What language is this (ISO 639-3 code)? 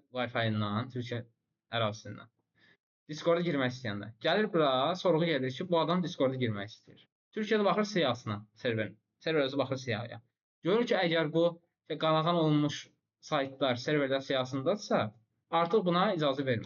aze